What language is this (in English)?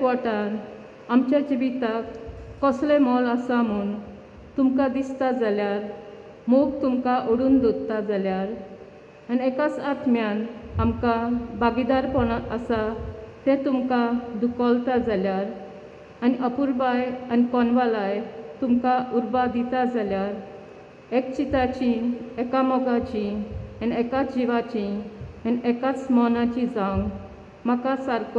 Konkani